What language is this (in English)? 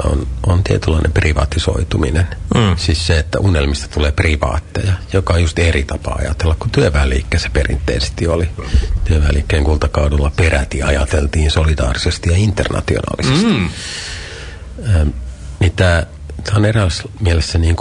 Finnish